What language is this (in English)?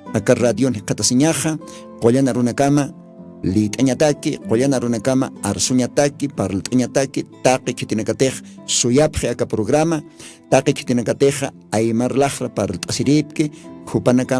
Aymara